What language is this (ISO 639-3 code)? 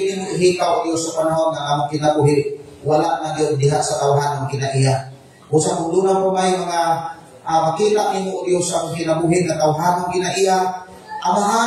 ceb